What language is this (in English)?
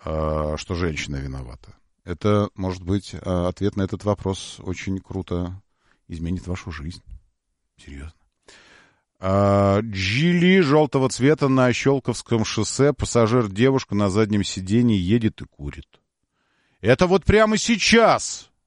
Russian